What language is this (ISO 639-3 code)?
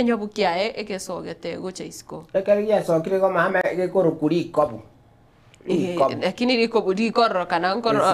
guz